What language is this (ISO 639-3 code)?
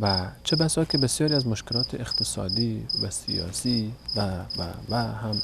fas